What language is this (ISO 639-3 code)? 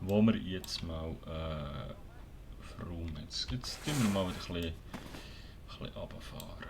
gsw